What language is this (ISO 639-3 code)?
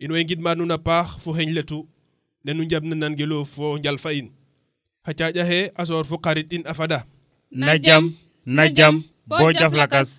srr